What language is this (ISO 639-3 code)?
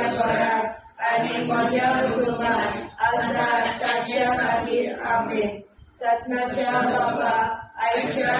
kok